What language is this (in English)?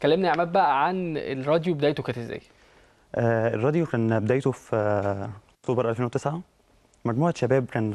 Egyptian Arabic